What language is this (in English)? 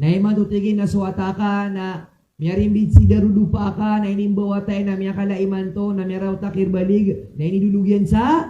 Maranao